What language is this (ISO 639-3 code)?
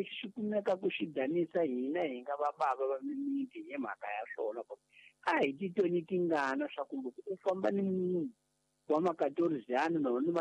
tso